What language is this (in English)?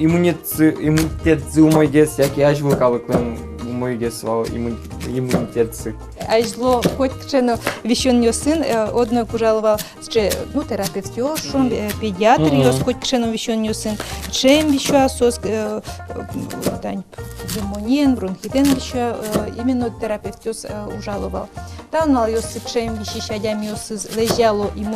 Udmurt